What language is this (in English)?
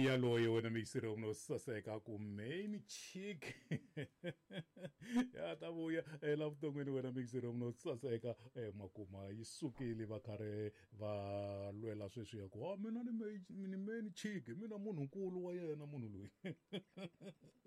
Tsonga